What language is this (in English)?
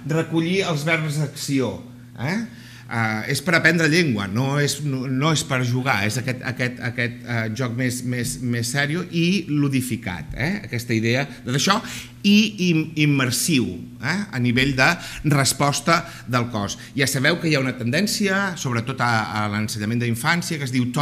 Catalan